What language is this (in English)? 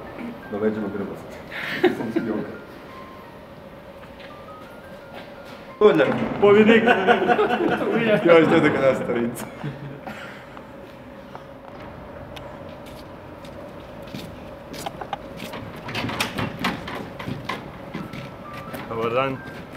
Croatian